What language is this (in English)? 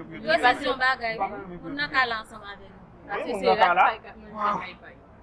Haitian Creole